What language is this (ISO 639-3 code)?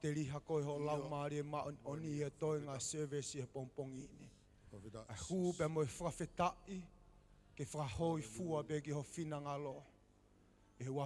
ton